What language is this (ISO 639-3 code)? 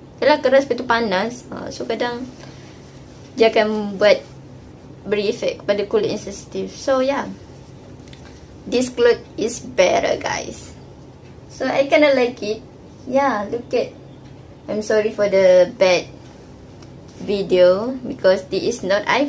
msa